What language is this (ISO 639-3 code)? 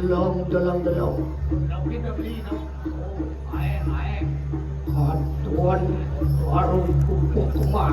ban